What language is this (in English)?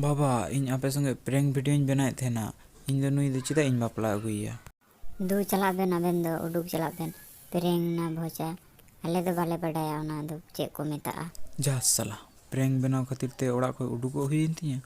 Santali